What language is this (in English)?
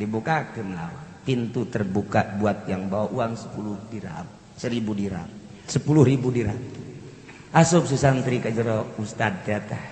Sundanese